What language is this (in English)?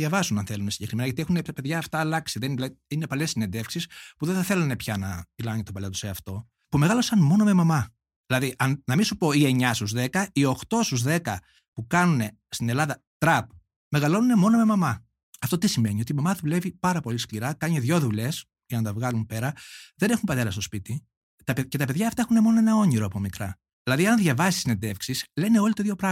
Greek